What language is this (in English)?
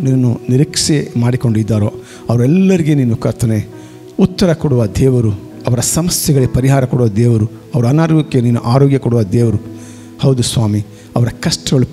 Kannada